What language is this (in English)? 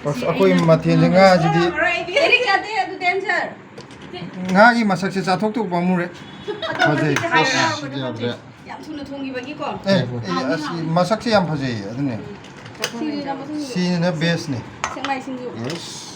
Manipuri